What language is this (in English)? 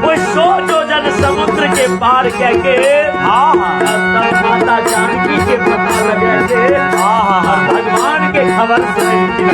Maithili